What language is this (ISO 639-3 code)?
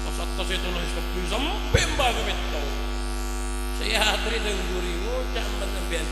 mad